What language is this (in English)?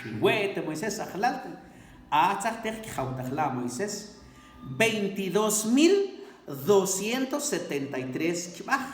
Mam